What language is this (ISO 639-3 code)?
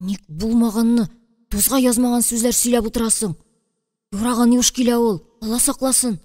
tat